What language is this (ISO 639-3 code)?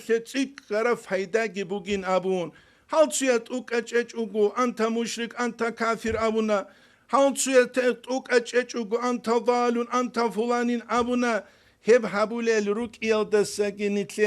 ava